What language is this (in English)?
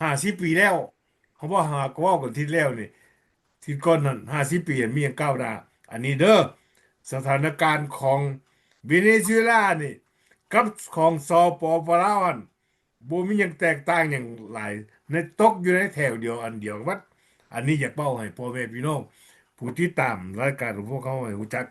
Lao